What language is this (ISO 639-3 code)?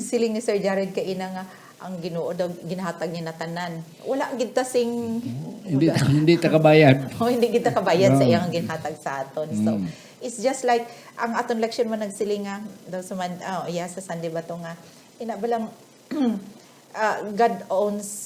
hil